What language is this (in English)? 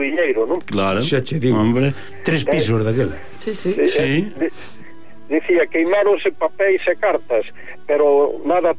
Galician